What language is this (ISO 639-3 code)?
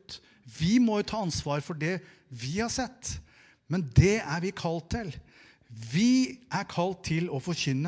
nor